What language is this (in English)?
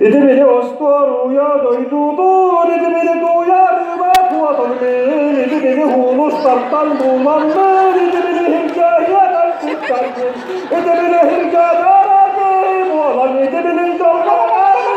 Yakut